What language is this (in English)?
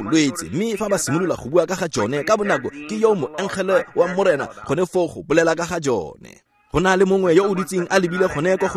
Tswana